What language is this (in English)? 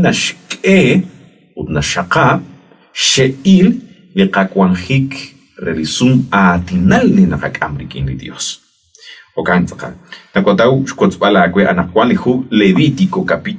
Kekchí